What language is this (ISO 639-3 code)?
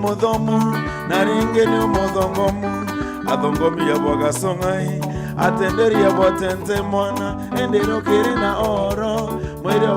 mer